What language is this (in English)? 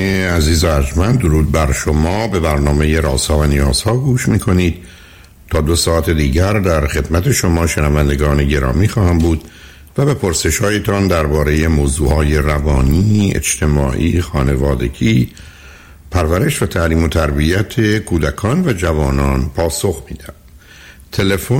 Persian